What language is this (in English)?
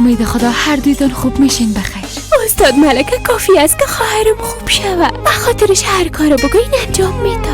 Persian